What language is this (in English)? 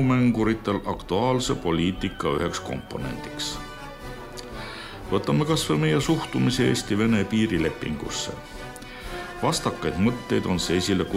Estonian